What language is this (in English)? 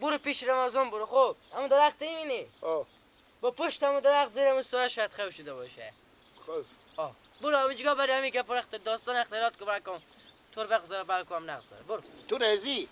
Persian